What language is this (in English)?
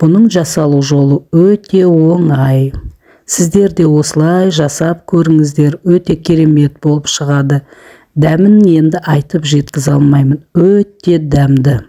Kazakh